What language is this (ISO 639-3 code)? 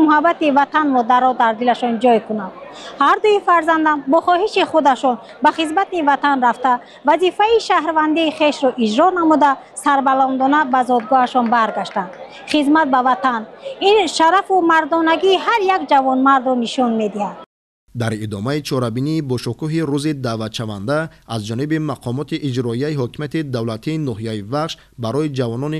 tgk